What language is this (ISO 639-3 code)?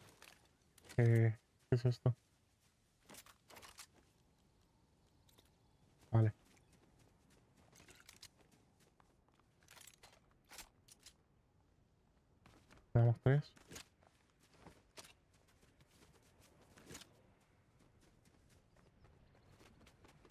spa